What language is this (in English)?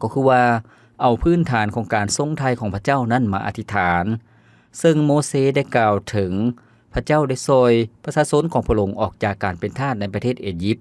Lao